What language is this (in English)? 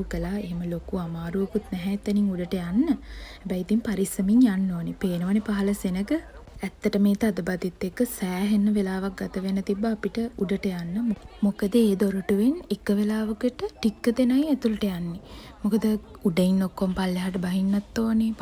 Sinhala